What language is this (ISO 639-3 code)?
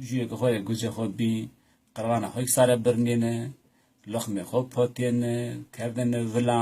zza